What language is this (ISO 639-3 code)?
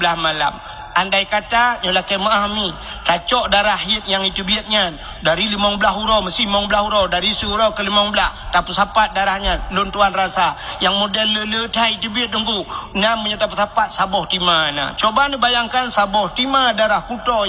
ace